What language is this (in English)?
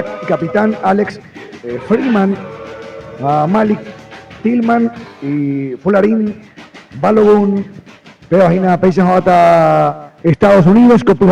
Guarani